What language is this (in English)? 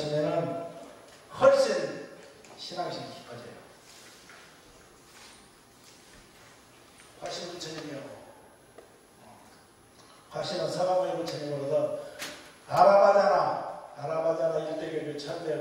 Korean